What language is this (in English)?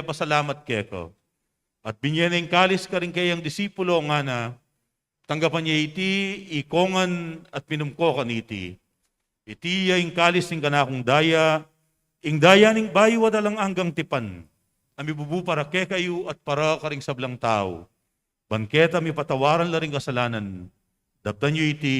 Pampanga